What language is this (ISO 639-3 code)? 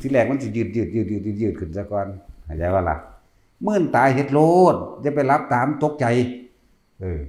tts